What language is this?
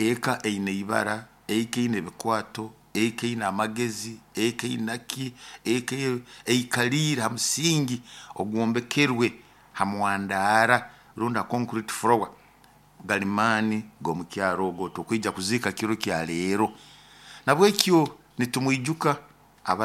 Nyoro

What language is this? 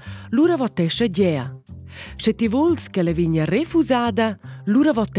Romansh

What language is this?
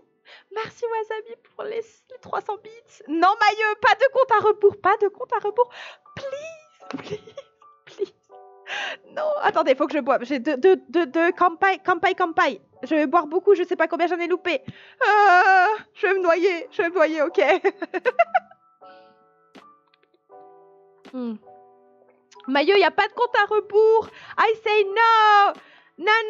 French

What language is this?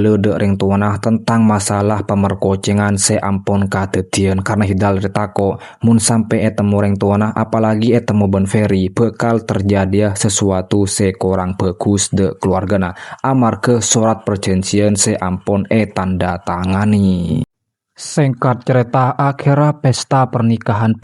Madurese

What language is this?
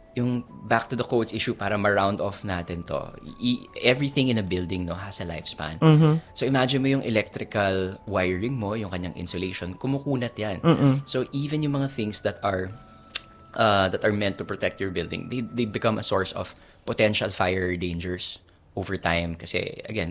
Filipino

